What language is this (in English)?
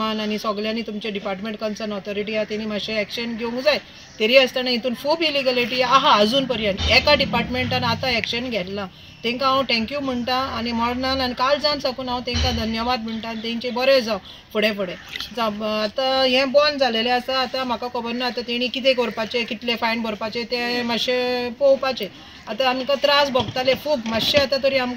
Konkani